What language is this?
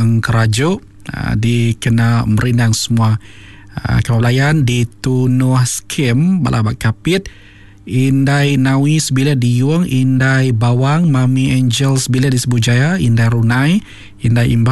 Iban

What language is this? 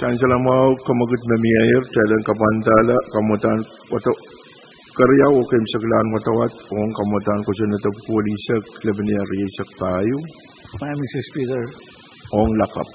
Pohnpeian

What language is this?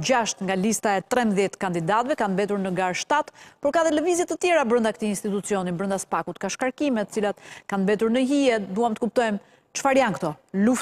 Albanian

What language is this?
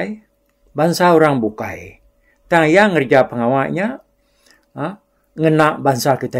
Iban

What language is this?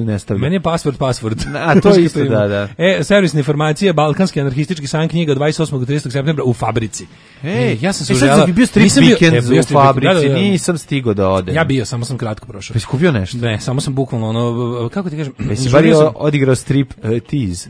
Serbian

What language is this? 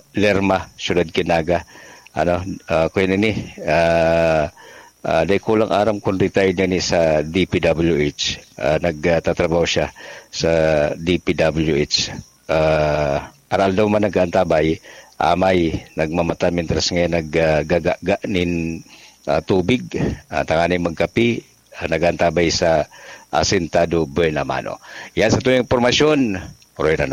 Bikol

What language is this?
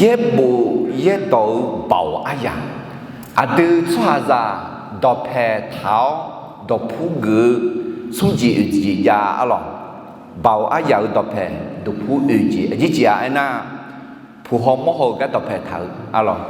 Akha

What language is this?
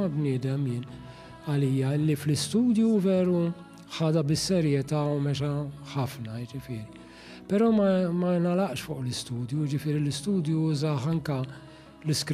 Maltese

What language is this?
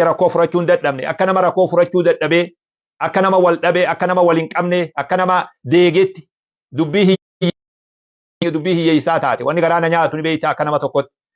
Oromo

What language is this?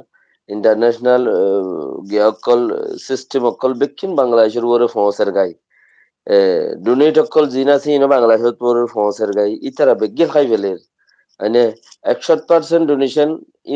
Rohingya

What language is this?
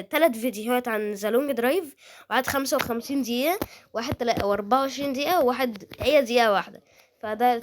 Egyptian Arabic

